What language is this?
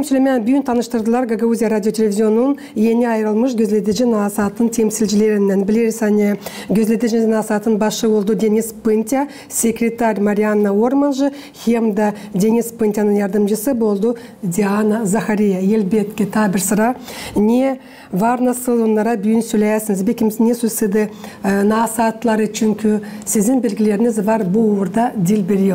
Gagauz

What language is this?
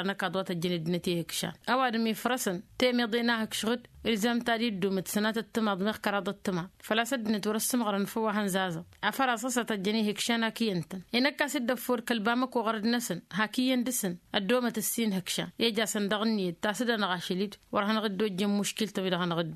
Tamasheq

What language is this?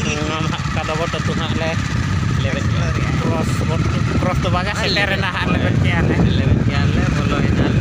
Santali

